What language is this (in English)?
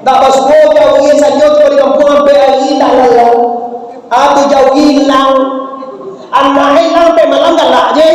Minangkabau